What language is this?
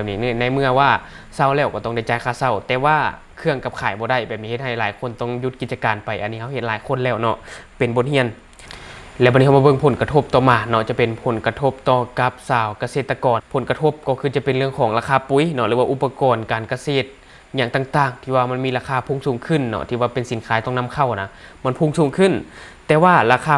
Lao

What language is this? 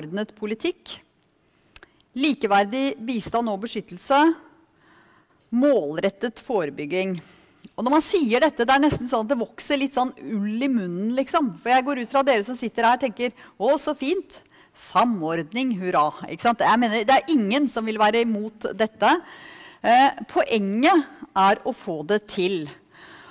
Norwegian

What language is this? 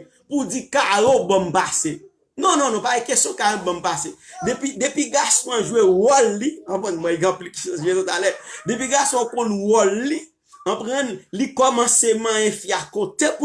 Haitian Creole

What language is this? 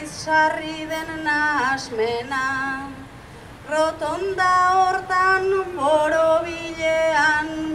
Basque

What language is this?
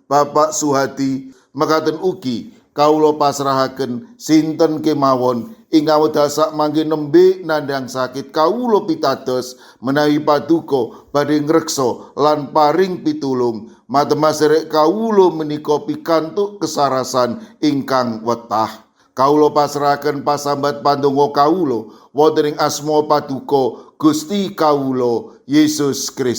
Javanese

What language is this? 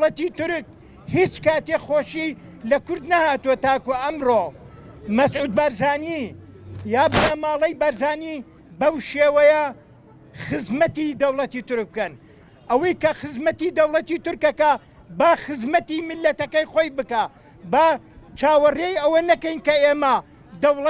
Central Kurdish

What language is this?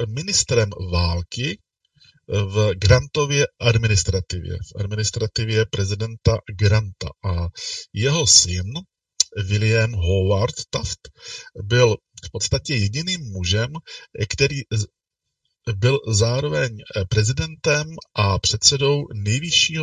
Czech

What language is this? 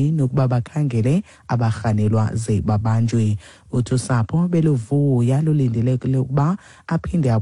Xhosa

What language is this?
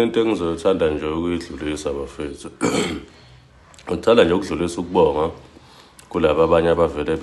Zulu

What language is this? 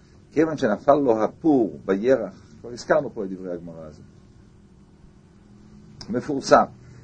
Hebrew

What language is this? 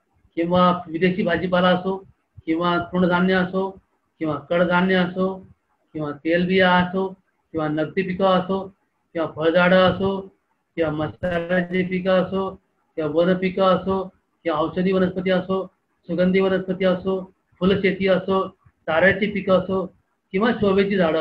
Marathi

